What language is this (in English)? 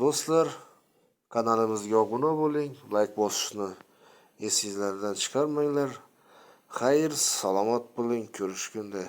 Uzbek